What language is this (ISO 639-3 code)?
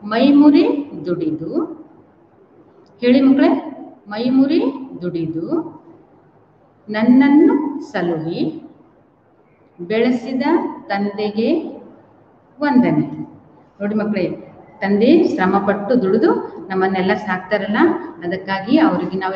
kan